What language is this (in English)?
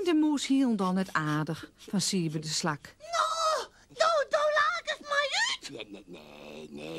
Western Frisian